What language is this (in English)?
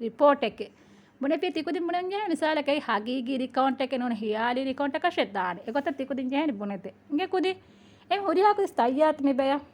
Divehi